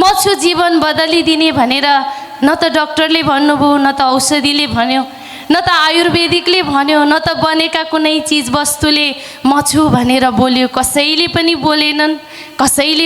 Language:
Nepali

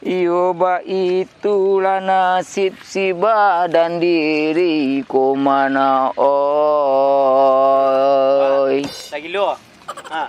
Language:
Minangkabau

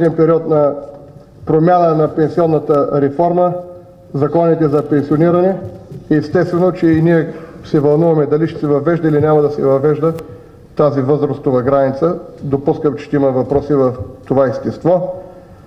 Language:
Bulgarian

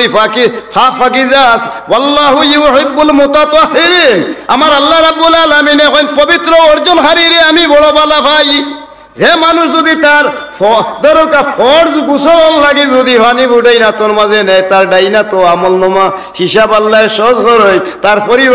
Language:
Sylheti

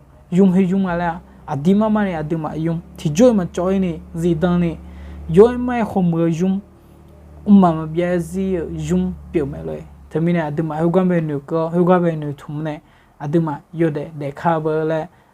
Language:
Akha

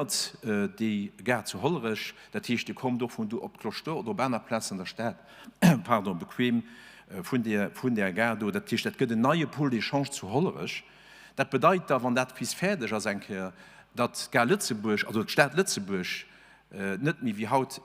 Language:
Luxembourgish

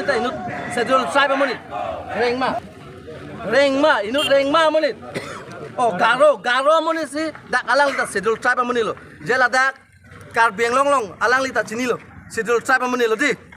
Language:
Karbi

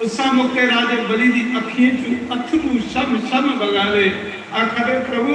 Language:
Dogri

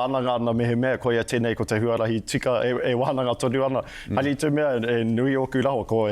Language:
Māori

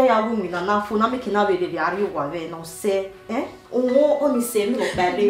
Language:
Bini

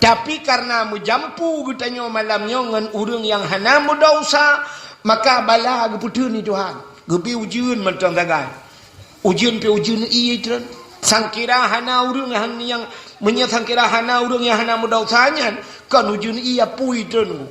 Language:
Achinese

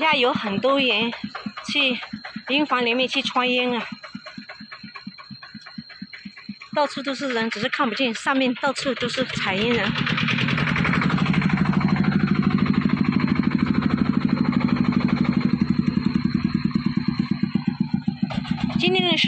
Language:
Chinese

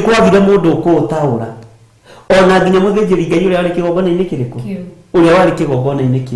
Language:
Kikuyu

